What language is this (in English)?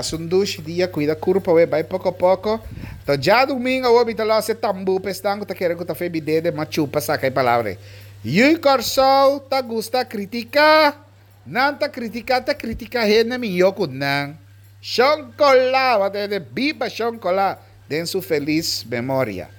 Papiamento